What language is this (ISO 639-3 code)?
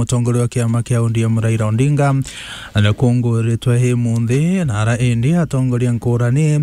mer